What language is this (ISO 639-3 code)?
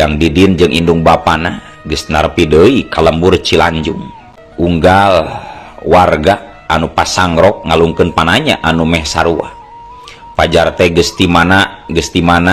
sun